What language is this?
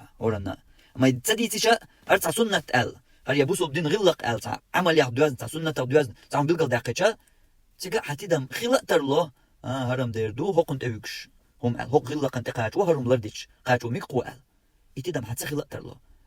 Chechen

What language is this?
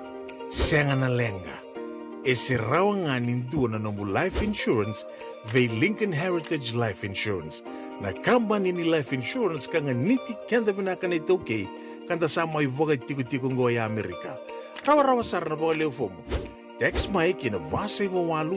Fijian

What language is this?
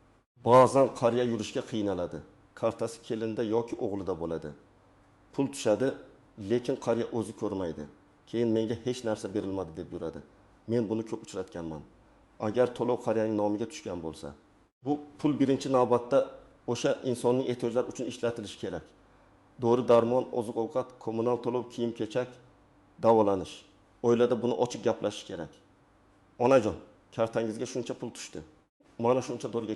Uzbek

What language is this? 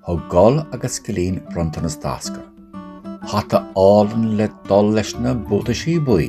Irish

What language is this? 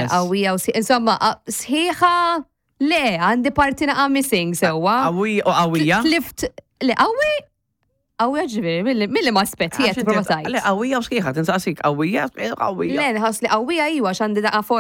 Maltese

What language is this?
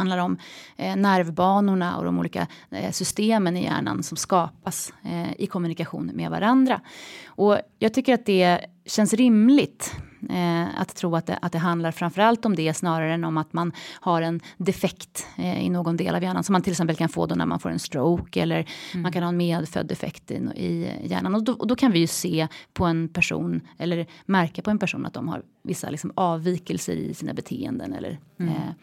Swedish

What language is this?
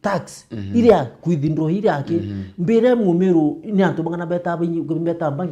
Meru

